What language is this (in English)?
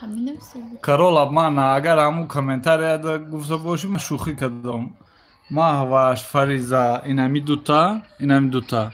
Tajik